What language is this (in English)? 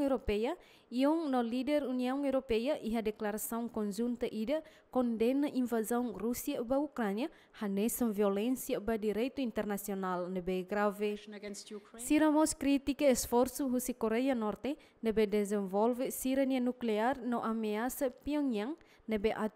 Tetum